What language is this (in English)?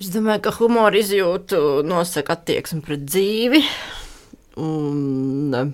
Latvian